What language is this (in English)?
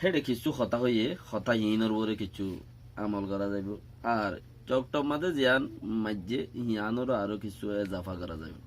Rohingya